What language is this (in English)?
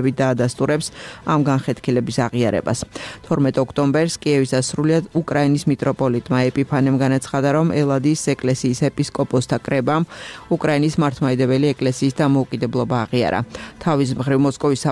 Georgian